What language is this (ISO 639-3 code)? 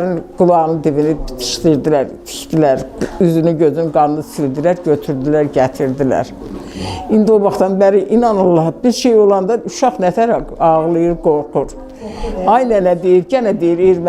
aze